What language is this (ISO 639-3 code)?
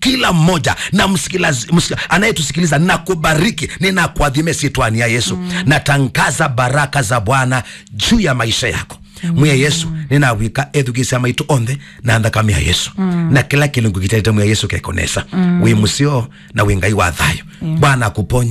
kam